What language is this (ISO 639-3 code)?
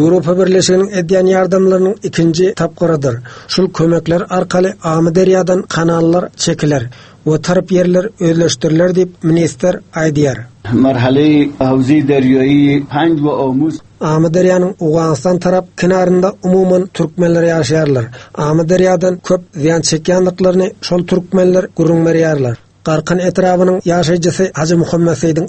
tuk